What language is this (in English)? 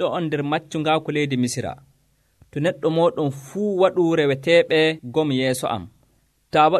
Nigerian Fulfulde